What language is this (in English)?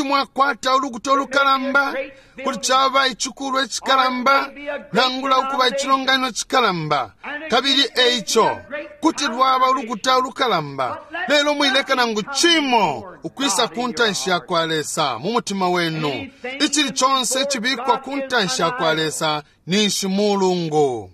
Bemba